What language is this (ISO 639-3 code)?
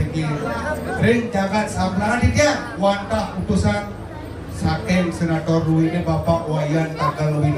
ban